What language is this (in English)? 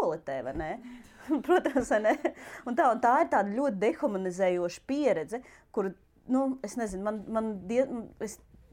Latvian